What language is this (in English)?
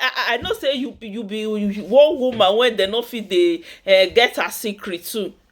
Nigerian Pidgin